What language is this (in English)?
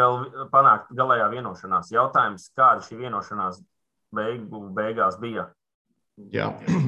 Latvian